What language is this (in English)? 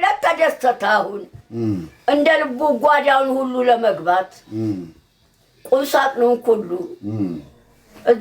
Amharic